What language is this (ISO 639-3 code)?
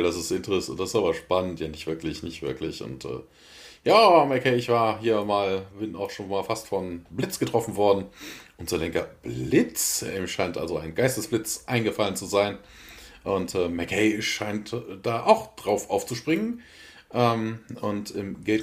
deu